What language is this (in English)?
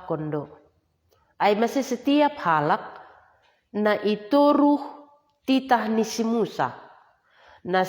Batak Simalungun